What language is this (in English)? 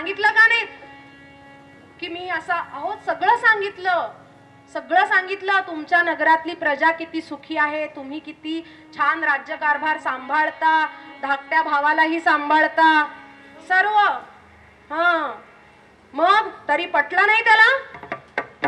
Marathi